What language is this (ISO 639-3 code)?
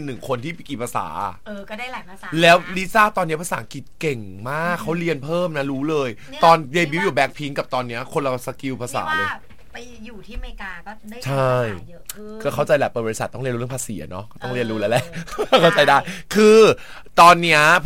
tha